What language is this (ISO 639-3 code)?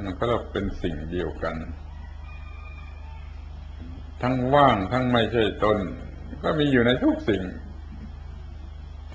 tha